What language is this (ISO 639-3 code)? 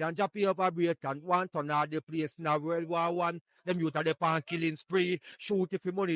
jam